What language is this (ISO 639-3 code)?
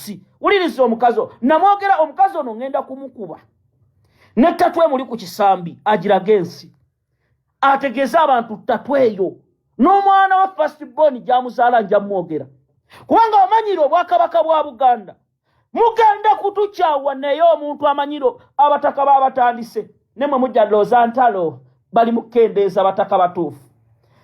lug